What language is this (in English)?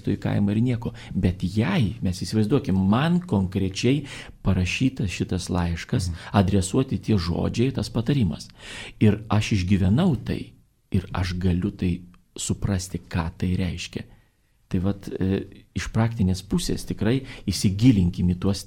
Lithuanian